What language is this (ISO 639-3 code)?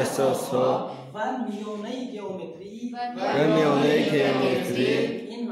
tgk